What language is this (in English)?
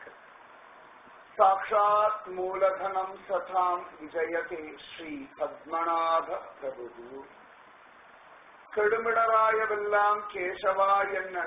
Tamil